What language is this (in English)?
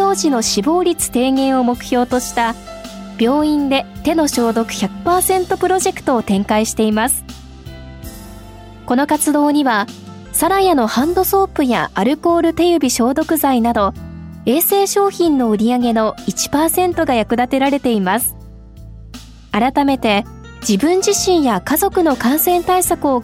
Japanese